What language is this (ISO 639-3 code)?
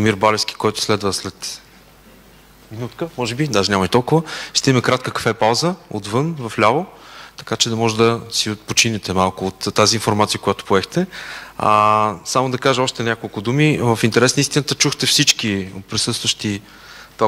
bul